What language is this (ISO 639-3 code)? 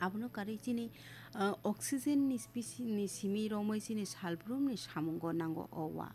trp